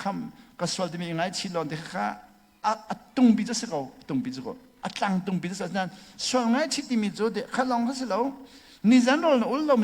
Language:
Hakha Chin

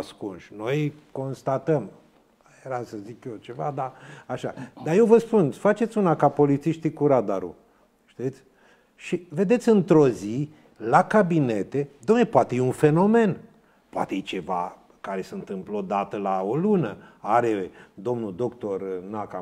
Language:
Romanian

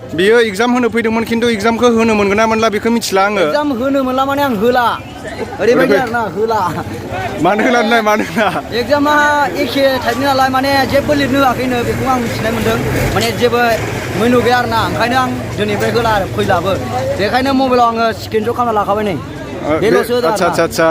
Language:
Bodo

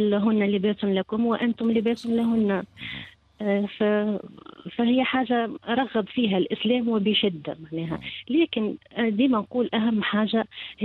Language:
Tunisian Arabic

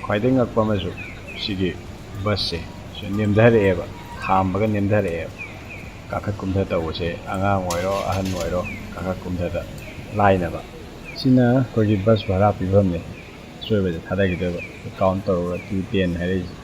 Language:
Manipuri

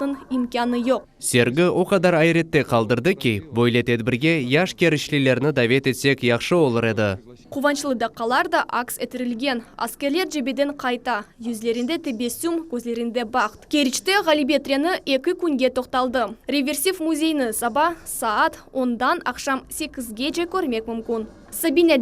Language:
Crimean Tatar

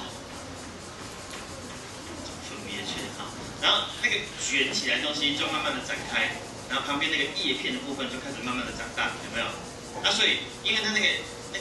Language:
Chinese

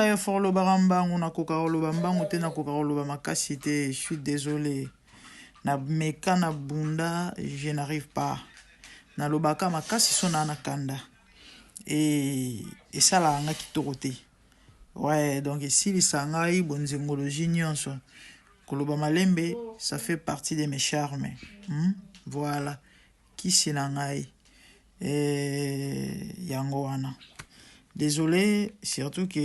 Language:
Lingala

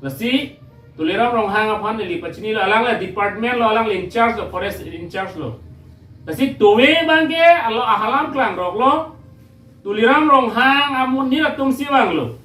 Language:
Karbi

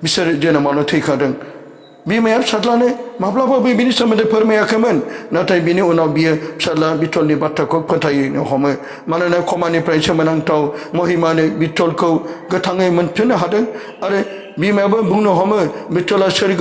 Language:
Bodo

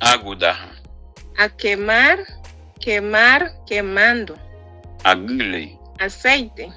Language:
Garifuna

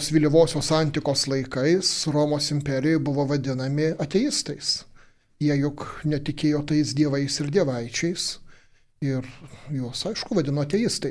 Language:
Lithuanian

